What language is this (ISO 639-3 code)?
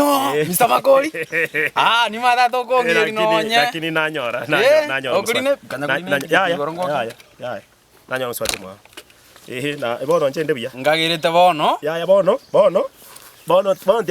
guz